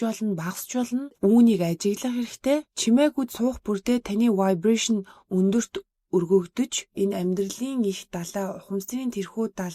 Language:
Mongolian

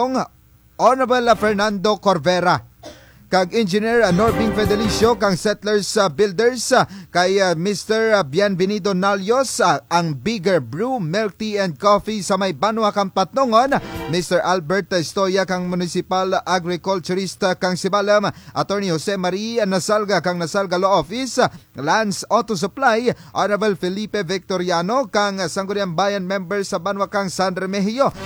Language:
Kinaray-a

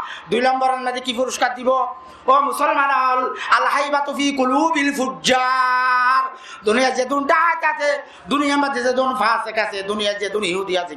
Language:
Rohingya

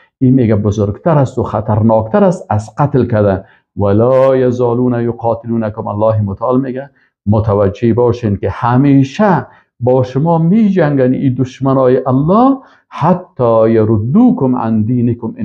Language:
Persian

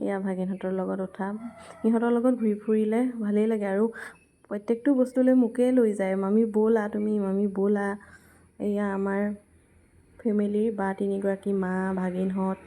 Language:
Assamese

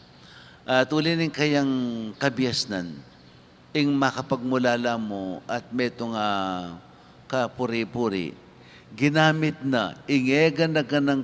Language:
Pampanga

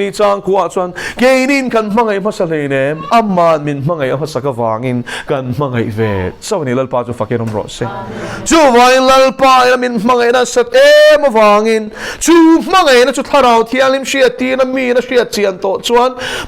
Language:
Mizo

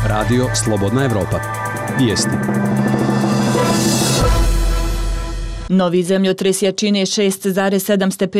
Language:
Bosnian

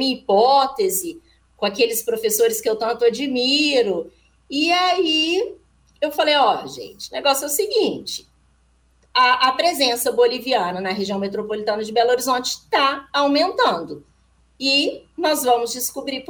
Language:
Portuguese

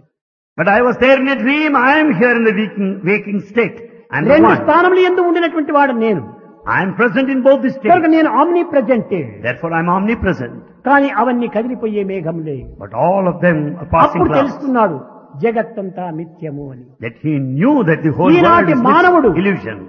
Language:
Telugu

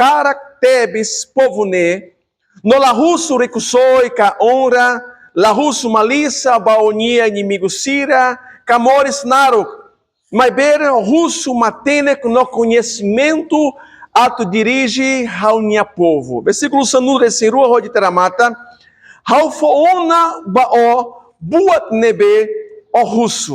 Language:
Tetum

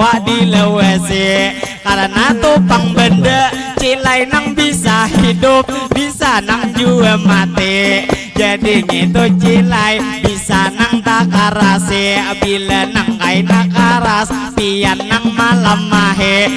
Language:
Banjar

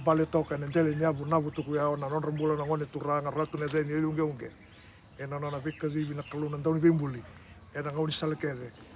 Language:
Fijian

